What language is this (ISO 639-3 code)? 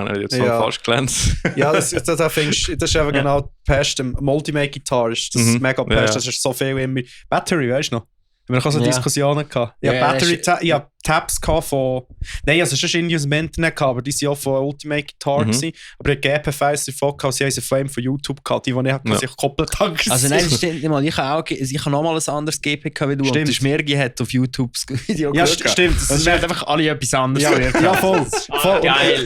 gsw